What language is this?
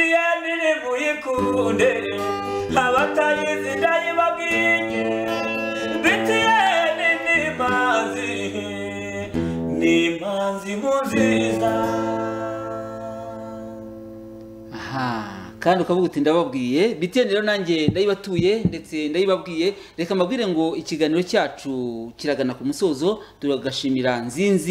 Kinyarwanda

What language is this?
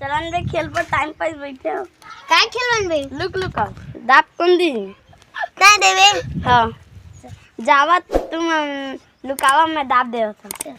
Chhattisgarhi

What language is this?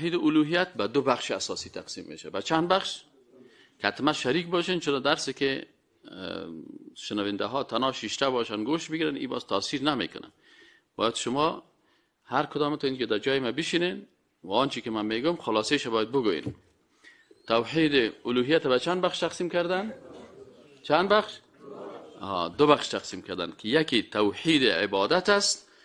Persian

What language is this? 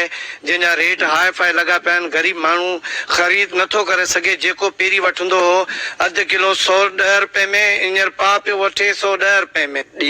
Sindhi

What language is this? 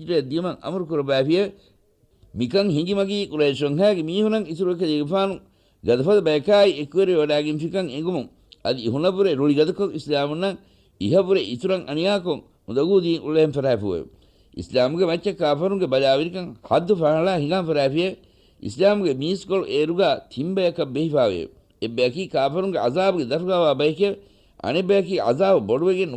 Divehi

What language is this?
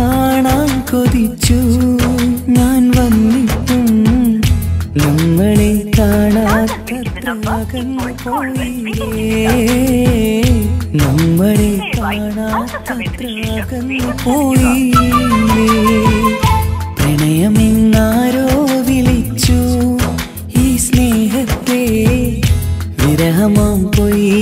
Malayalam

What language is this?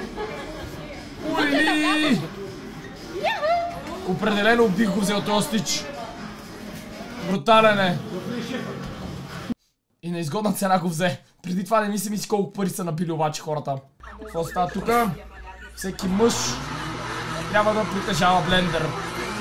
Bulgarian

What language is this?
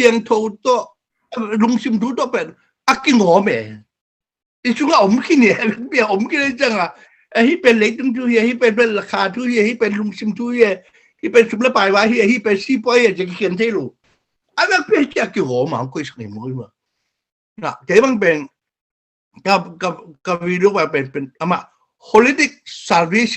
Tedim Chin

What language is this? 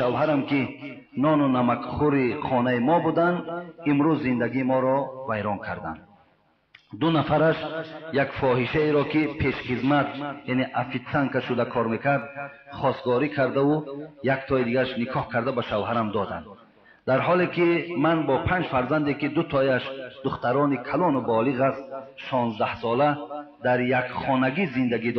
Tajik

